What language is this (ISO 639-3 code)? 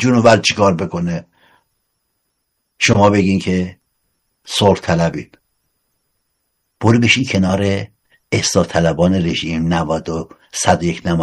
fas